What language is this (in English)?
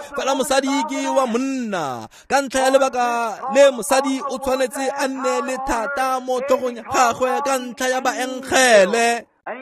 Tswana